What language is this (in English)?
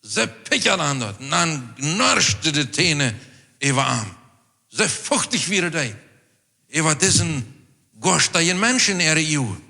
Plautdietsch